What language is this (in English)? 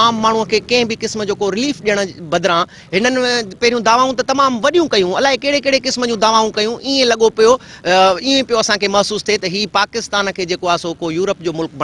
Sindhi